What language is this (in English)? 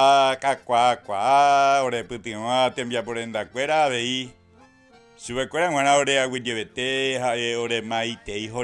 Guarani